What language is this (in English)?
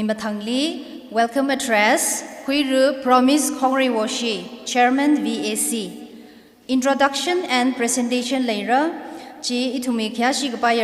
Tangkhul Naga (India)